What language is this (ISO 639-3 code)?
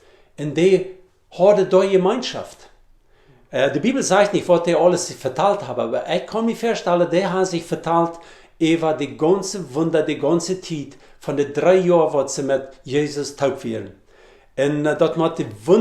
pdt